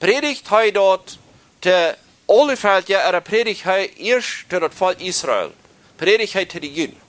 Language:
Plautdietsch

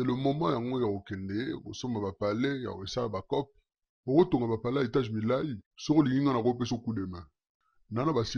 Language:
Lingala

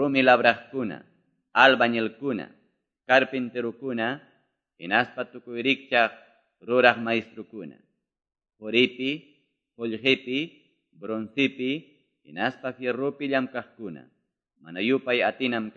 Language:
Quechua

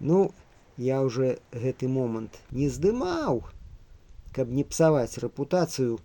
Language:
Belarusian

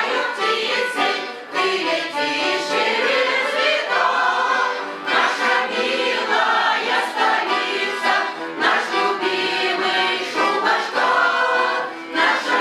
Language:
Chuvash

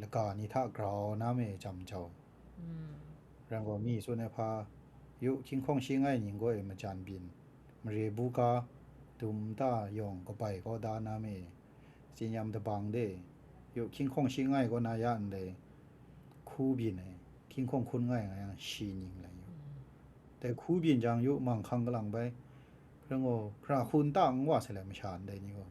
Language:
Kachin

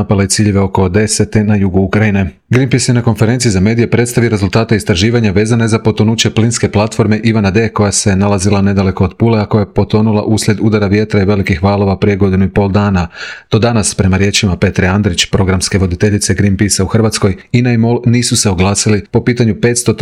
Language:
Croatian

